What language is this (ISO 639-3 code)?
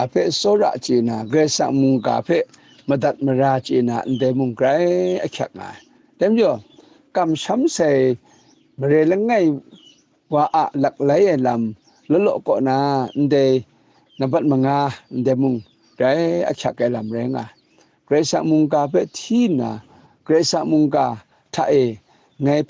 kac